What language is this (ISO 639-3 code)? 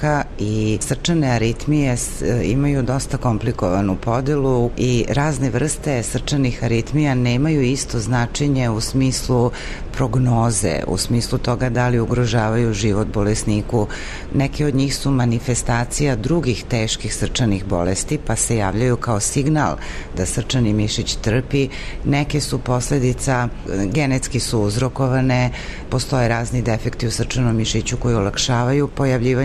srp